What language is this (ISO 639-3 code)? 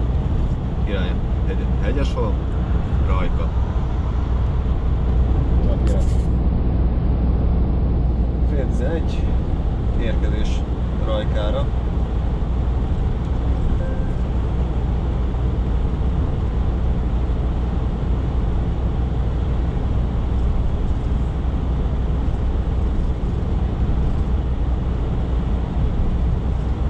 hun